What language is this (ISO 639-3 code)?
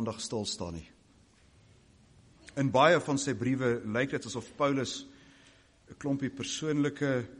afr